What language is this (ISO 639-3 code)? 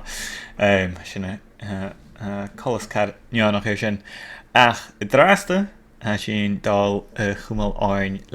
gla